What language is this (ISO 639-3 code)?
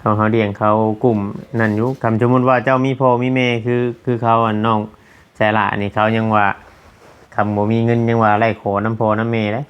tts